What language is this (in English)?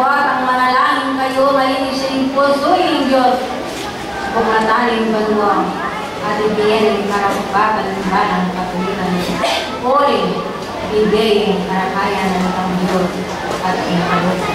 Pampanga